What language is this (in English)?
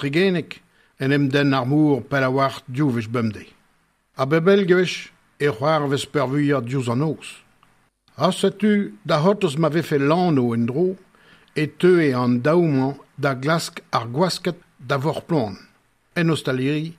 Breton